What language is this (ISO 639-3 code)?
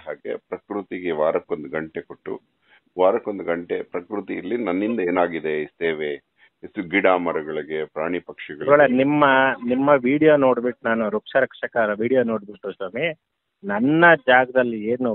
kan